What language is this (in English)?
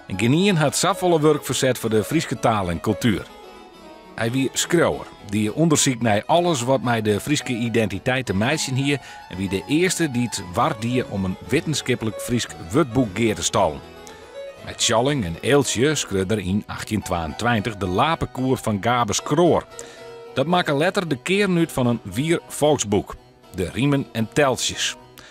Western Frisian